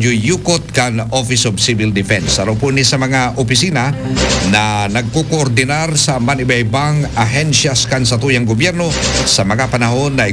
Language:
Bikol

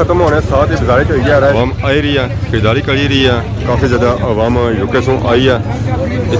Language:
Pahari-Potwari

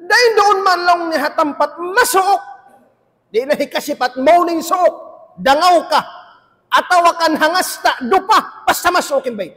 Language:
Tausug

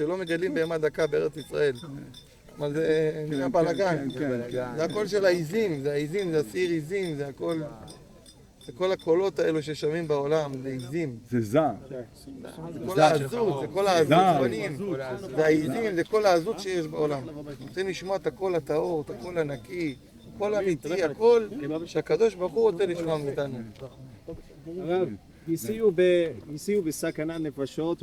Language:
Hebrew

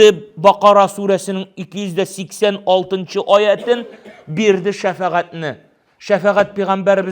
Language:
Tatar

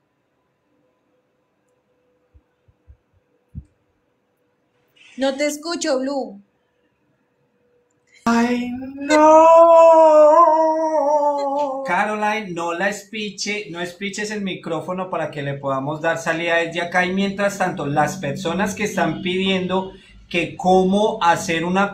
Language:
Spanish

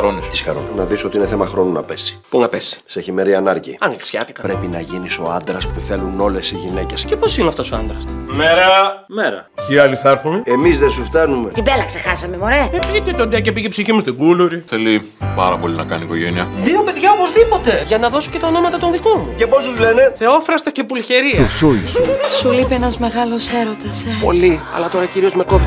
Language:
Greek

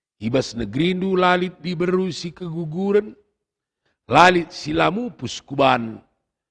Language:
Batak Karo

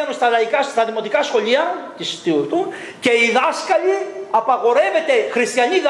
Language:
Greek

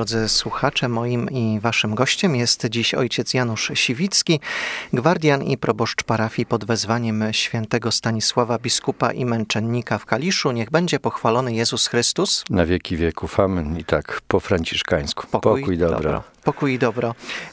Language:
Polish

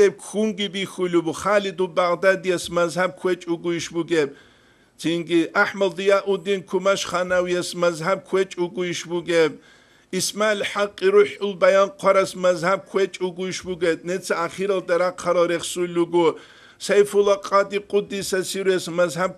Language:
Avaric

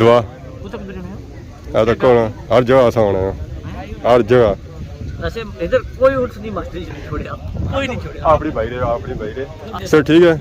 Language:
Pahari-Potwari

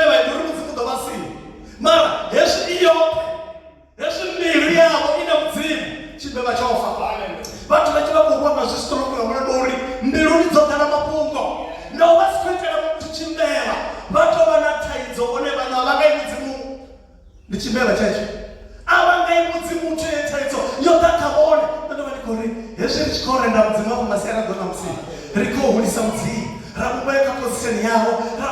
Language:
Venda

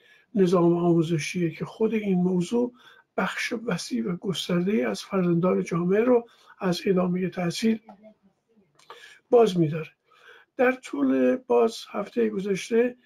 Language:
Persian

